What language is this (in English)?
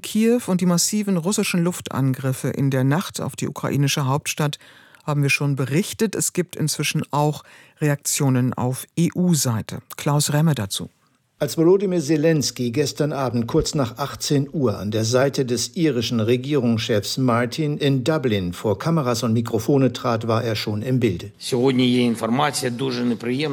German